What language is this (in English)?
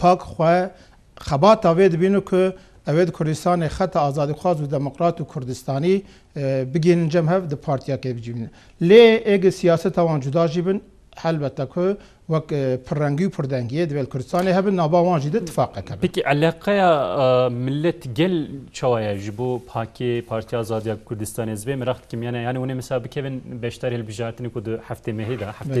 Kurdish